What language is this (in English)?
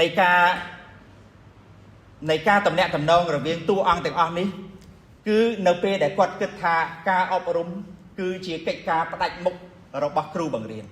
Khmer